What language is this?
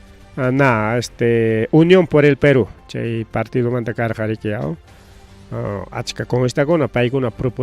Ayacucho Quechua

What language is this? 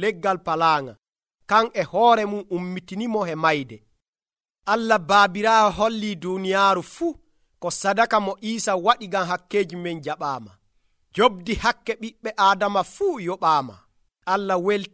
Nigerian Fulfulde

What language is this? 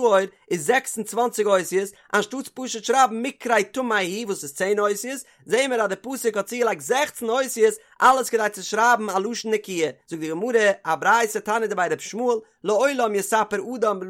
Yiddish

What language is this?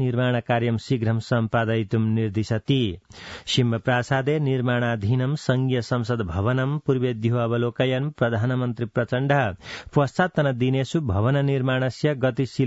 Sanskrit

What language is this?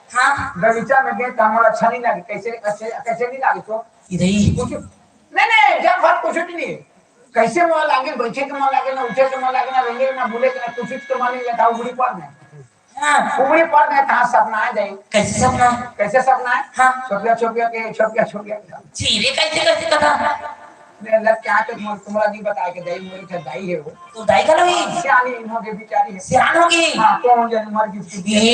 Chhattisgarhi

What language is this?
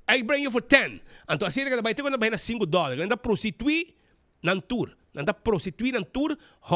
Papiamento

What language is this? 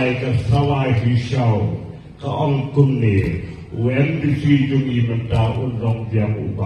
Khasi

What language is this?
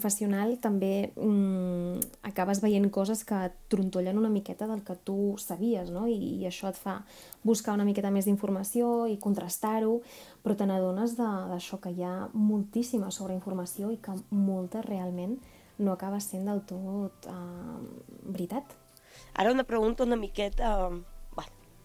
Catalan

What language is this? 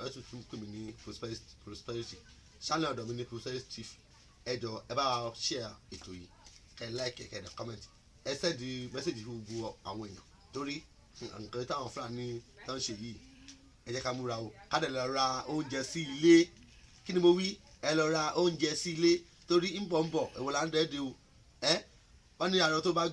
Yoruba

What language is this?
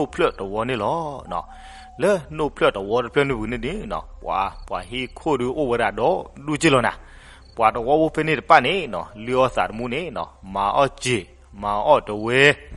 S'gaw Karen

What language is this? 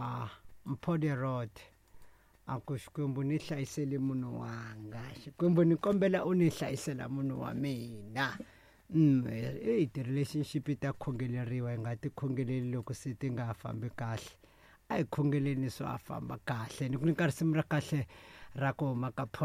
Tsonga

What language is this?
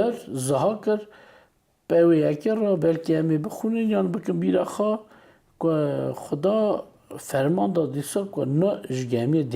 Kurdish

